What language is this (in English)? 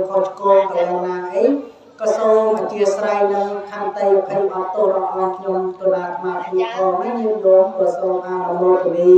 Khmer